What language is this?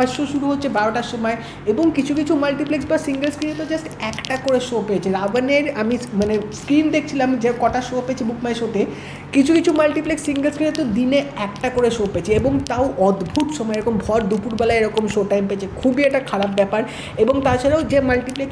Bangla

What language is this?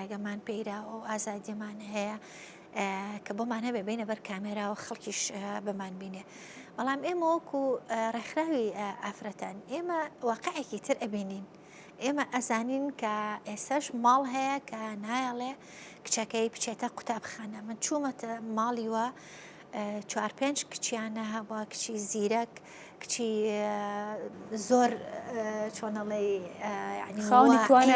Central Kurdish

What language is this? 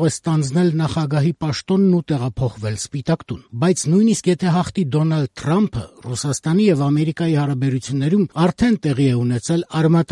Armenian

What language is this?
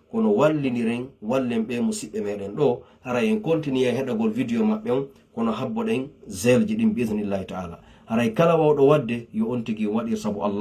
Fula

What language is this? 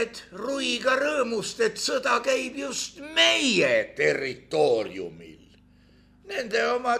Estonian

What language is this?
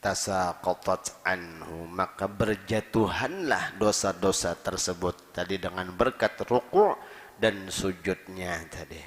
Banjar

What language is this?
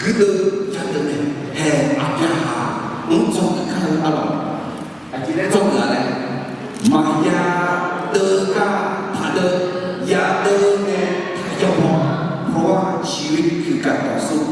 Akha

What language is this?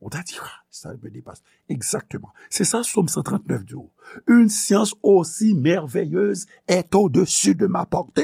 Haitian Creole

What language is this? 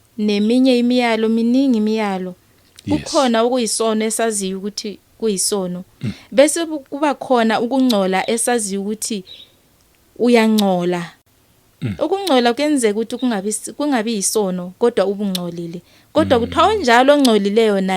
Zulu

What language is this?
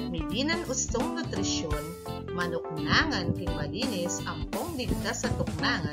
Pampanga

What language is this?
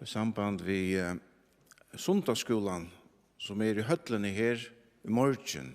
Faroese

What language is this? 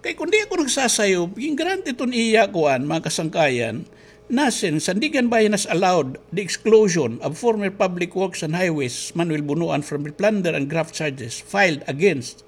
Waray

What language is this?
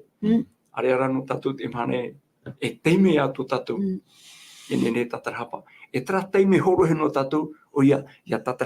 Tahitian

